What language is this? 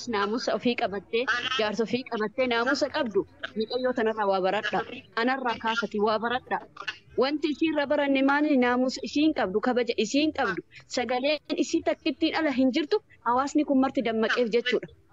Oromo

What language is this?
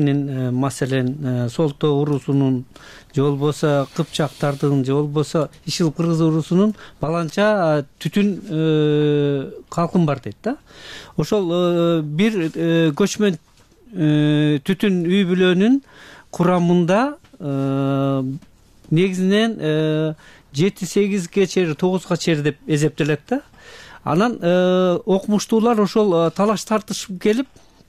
Kyrgyz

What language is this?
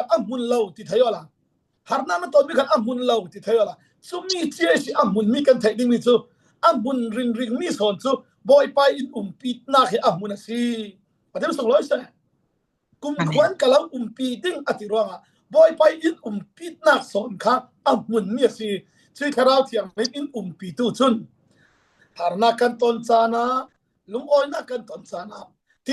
Falam Chin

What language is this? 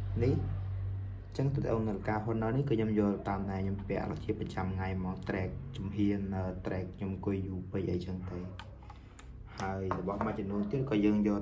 Khmer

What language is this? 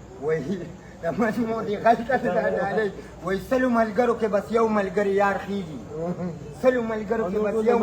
Pashto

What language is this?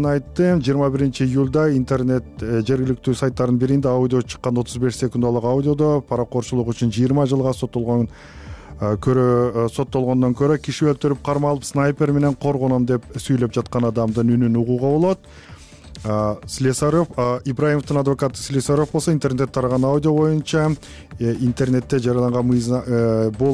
Kyrgyz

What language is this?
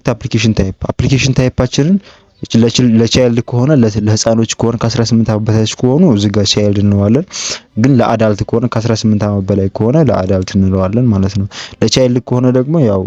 Amharic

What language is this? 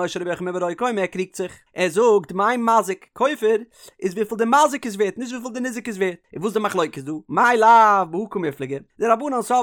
Yiddish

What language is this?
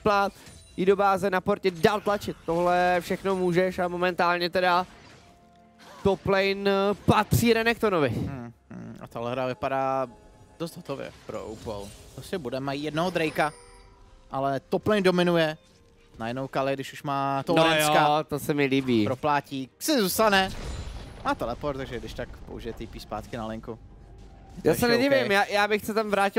Czech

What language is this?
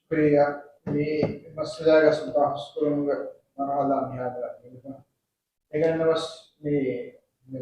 Divehi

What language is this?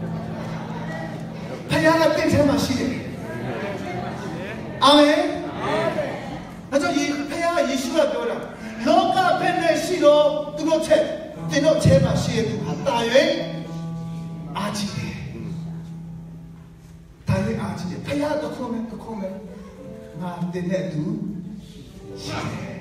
Burmese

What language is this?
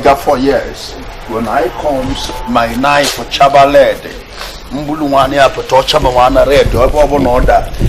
Igbo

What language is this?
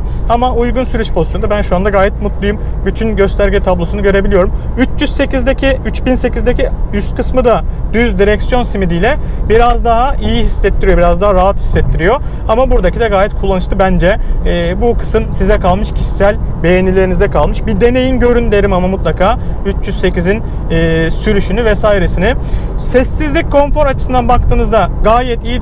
Turkish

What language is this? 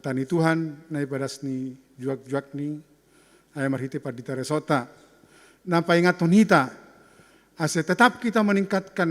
Batak Simalungun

